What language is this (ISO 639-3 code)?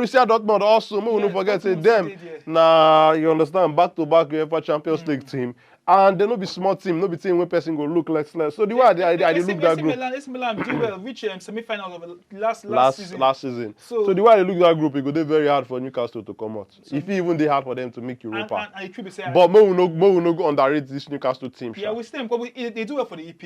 pcm